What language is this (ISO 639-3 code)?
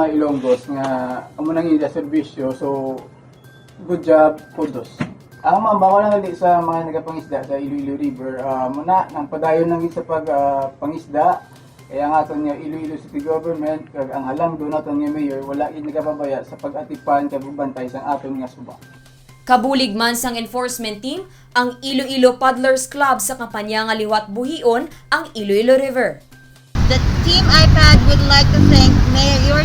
hil